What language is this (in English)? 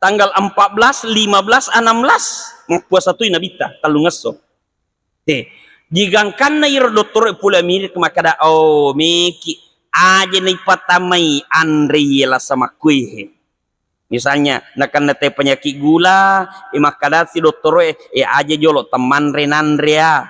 Buginese